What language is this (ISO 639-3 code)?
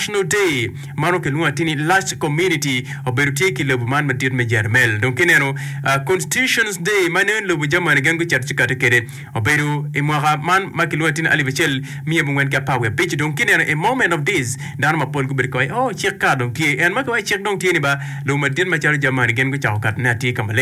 ach